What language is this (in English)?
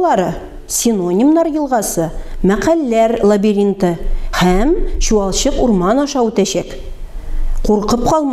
Tatar